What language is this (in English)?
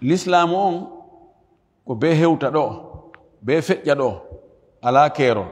Fula